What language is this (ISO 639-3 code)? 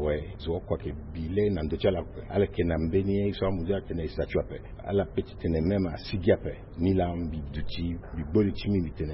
sag